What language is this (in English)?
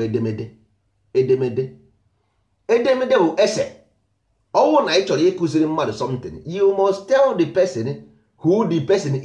Igbo